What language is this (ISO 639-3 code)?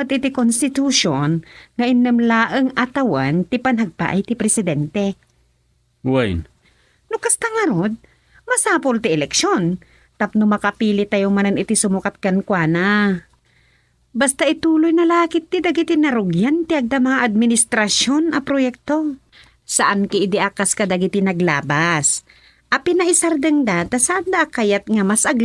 ilo